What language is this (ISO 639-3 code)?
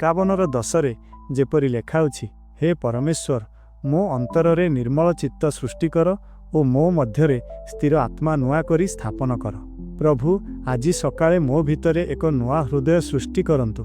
ori